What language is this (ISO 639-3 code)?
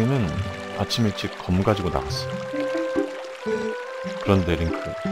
kor